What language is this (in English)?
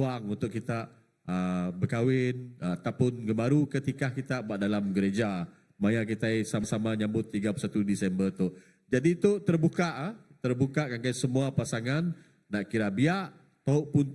Iban